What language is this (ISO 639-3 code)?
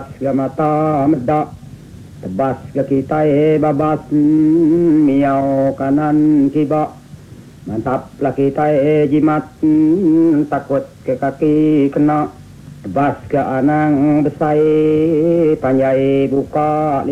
iba